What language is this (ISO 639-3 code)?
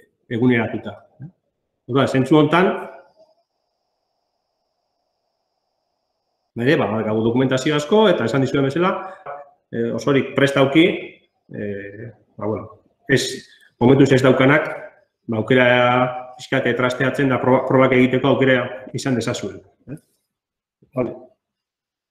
eus